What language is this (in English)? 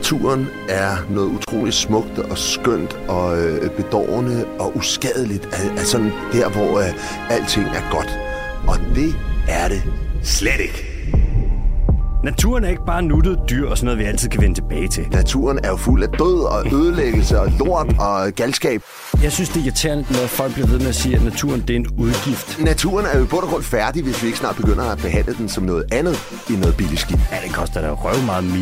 Danish